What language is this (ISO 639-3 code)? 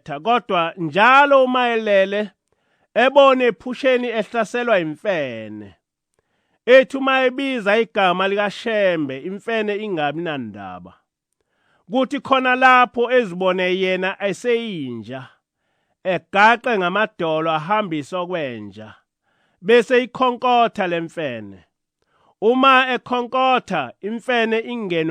zul